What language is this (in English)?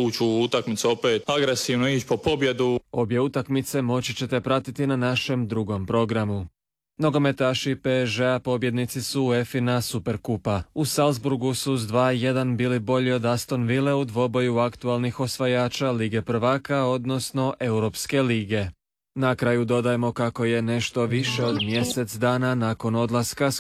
Croatian